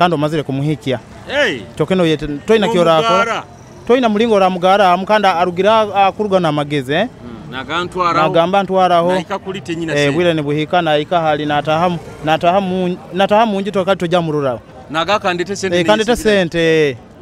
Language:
Nyoro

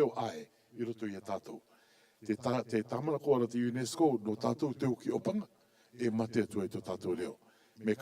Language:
Rarotongan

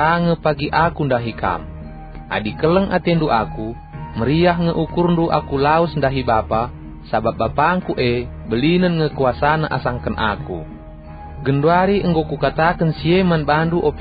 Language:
Batak Karo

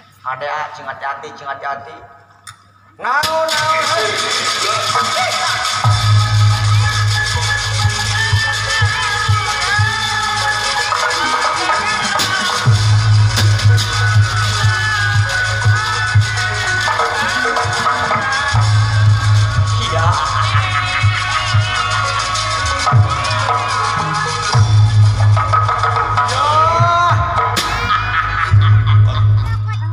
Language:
Sundanese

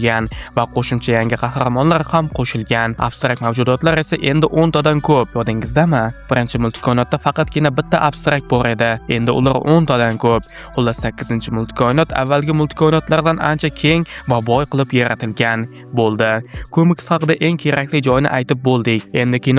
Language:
Uzbek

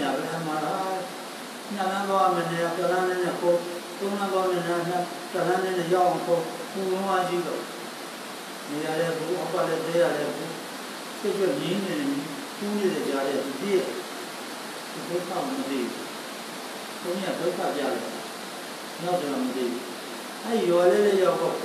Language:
Burmese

